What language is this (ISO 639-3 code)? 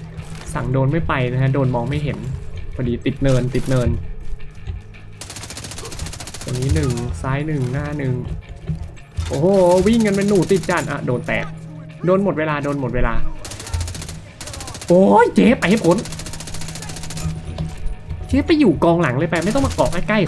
tha